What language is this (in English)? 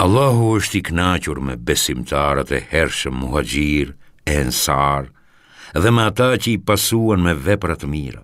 Albanian